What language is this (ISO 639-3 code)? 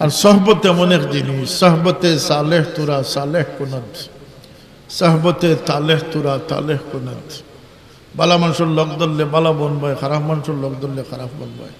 syl